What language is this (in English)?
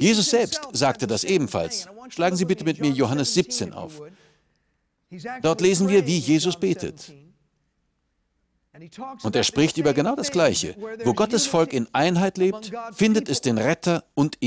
German